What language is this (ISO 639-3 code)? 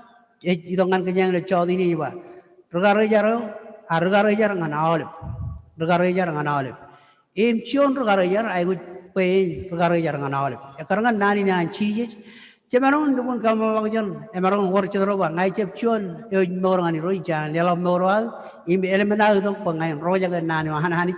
mah